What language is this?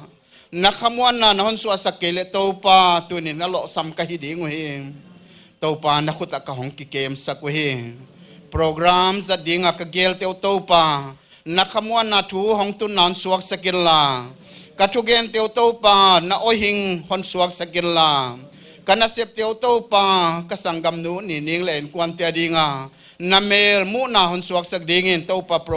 Paite Chin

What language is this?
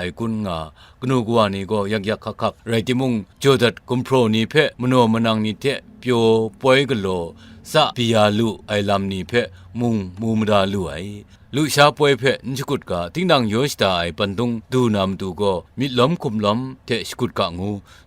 Kachin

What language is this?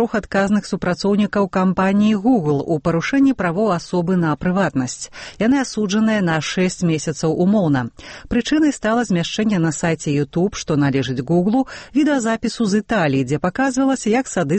Belarusian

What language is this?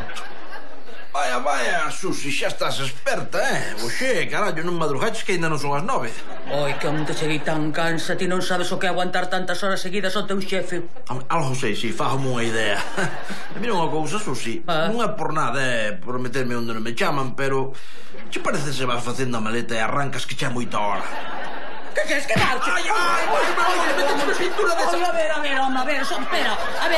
Galician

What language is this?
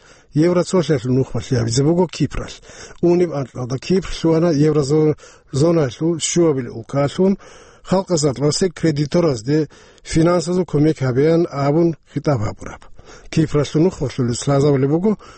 Avaric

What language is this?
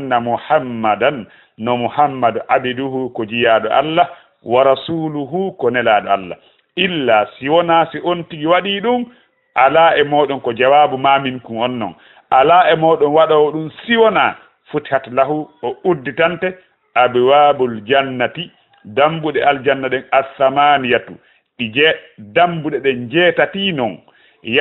Fula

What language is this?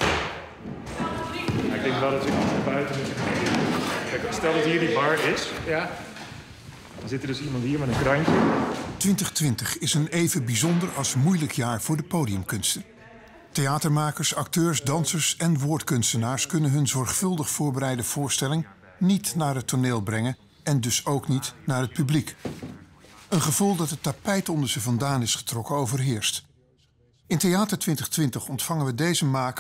Dutch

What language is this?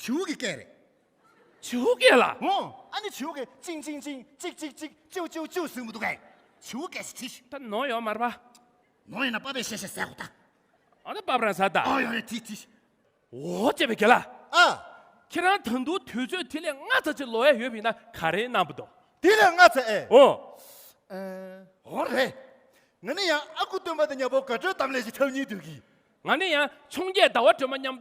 Tibetan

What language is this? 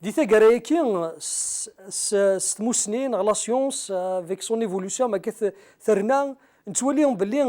Kabyle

